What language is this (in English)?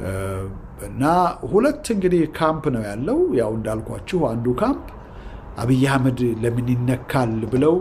Amharic